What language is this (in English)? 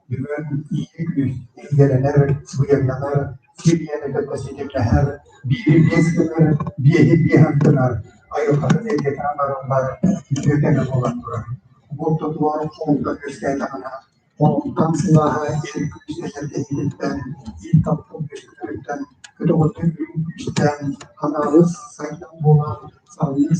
Yakut